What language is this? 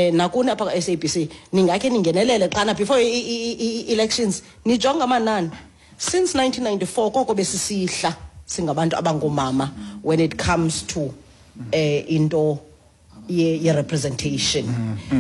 Xhosa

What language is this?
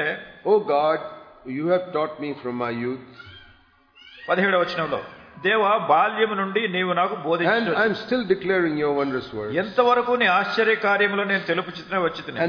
Telugu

